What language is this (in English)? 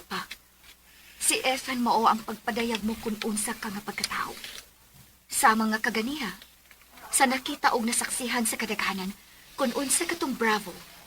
Cebuano